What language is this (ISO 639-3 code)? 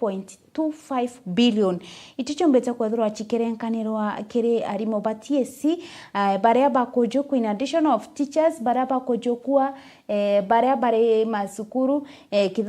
mer